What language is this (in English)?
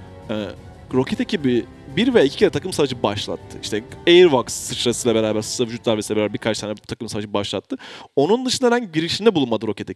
Turkish